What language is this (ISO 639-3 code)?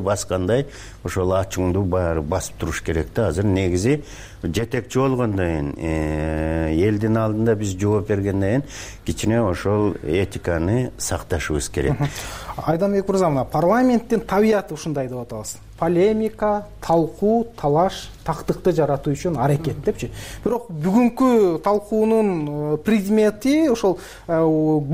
kir